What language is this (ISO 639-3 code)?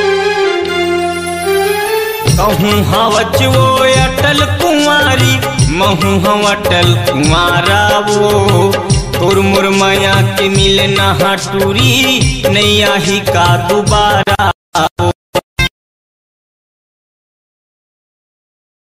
hne